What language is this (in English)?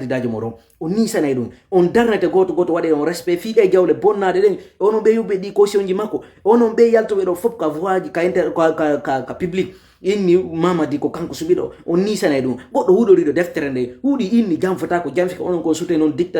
Fula